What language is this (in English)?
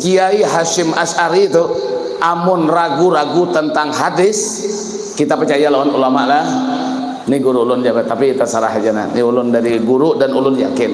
Banjar